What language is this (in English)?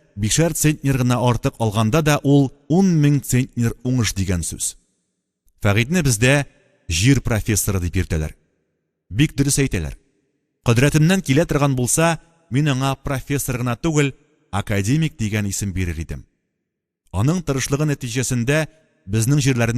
Tatar